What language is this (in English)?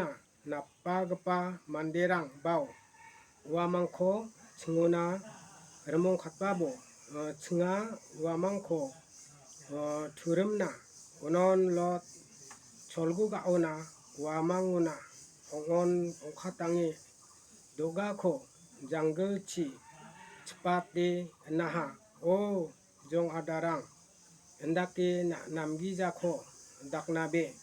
Garo